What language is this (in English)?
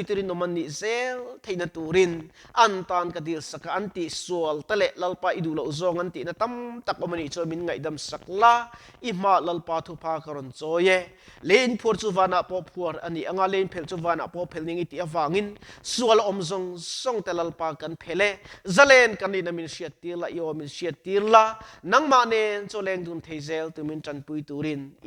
Mizo